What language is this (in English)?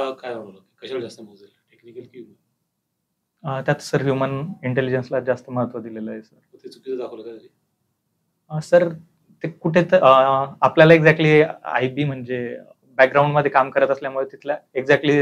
Marathi